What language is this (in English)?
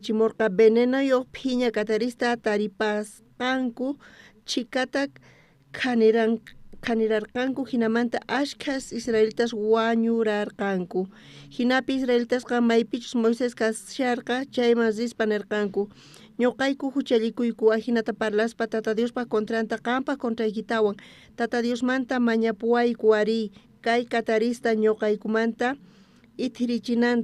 South Bolivian Quechua